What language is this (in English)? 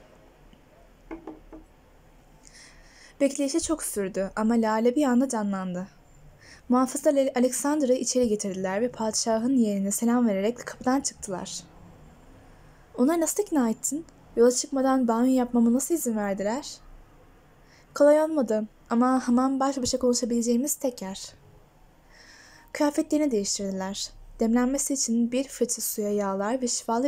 Turkish